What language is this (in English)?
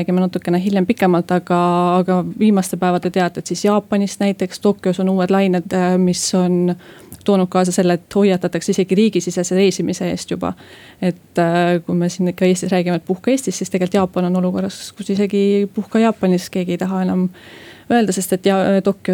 Estonian